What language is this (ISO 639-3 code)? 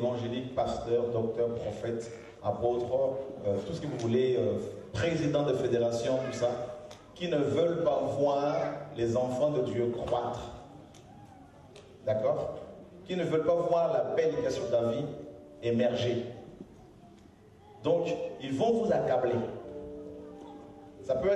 fra